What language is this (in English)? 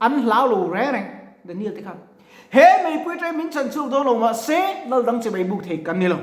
Mizo